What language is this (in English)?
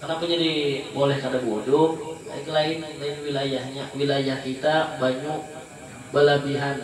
Banjar